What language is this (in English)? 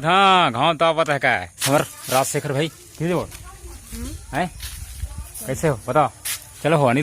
Chhattisgarhi